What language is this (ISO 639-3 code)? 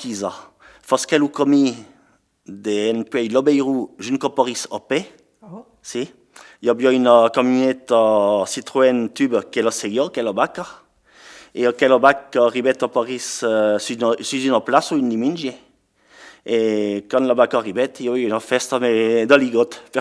oci